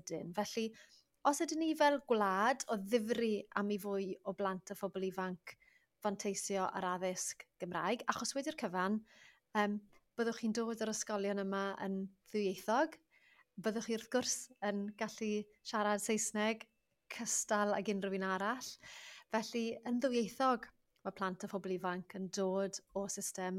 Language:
Welsh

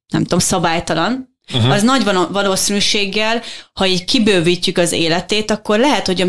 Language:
Hungarian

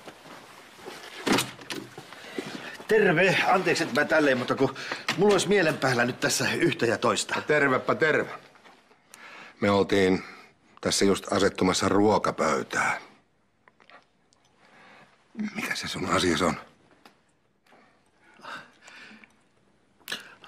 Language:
Finnish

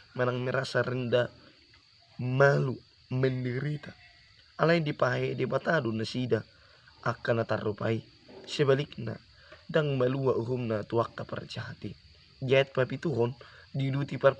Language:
Batak Toba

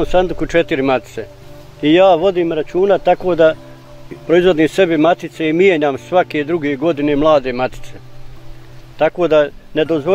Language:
Bosnian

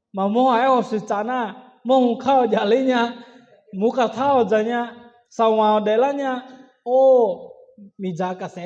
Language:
Akha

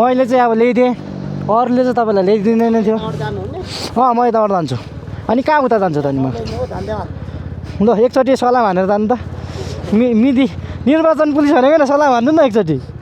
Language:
Nepali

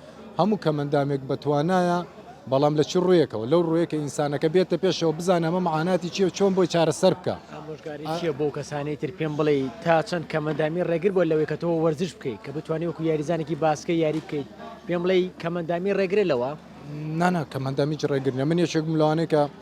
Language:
Central Kurdish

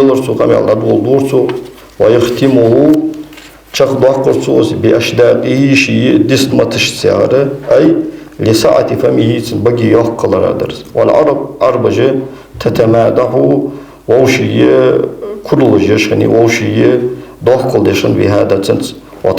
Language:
Ingush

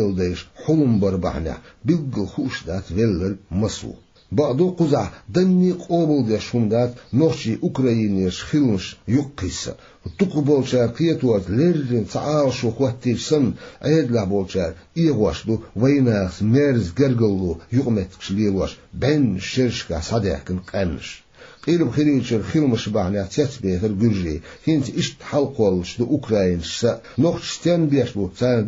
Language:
Chechen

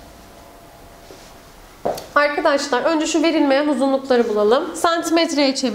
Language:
Turkish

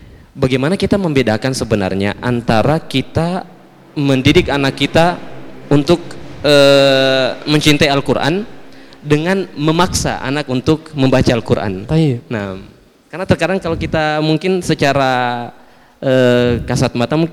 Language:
Indonesian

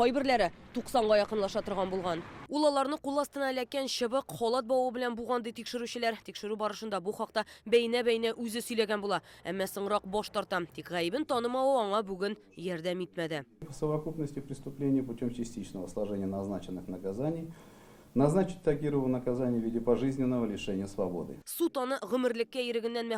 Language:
Tatar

